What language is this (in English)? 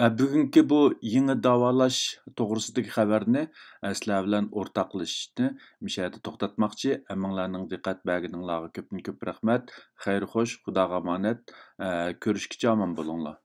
Uyghur